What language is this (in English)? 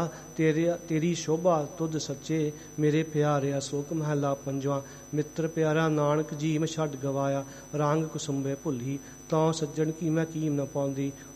Punjabi